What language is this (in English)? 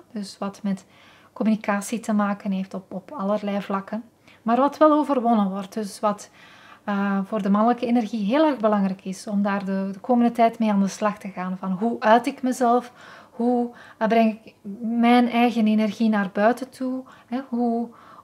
Dutch